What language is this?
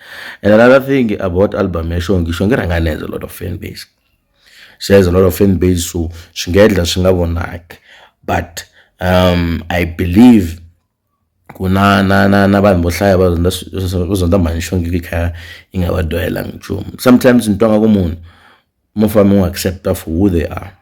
Tsonga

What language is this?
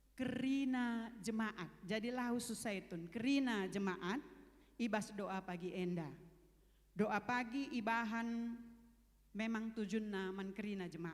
Batak Karo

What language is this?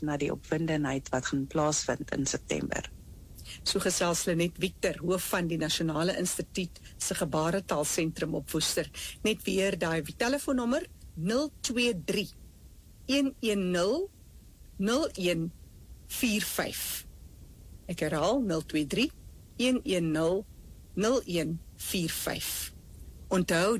Afrikaans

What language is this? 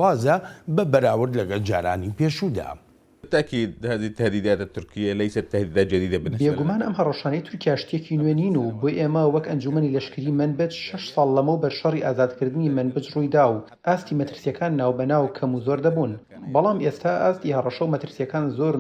Central Kurdish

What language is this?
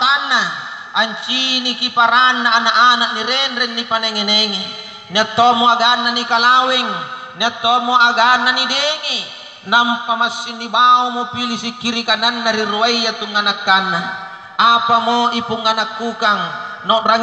Makasar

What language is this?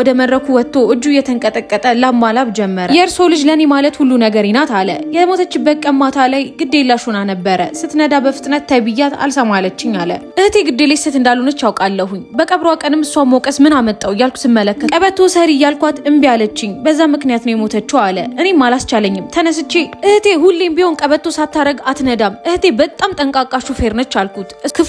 Amharic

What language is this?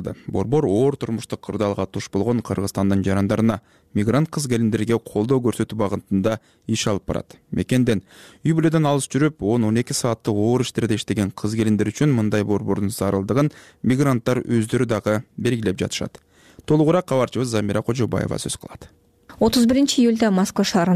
Kyrgyz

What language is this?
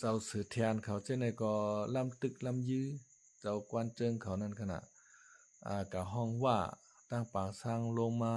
Shan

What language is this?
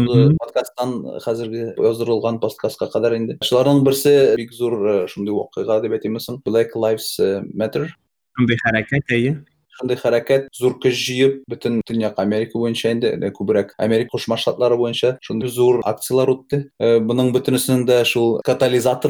Tatar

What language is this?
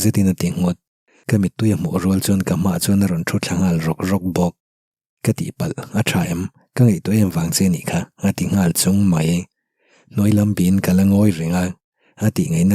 Mizo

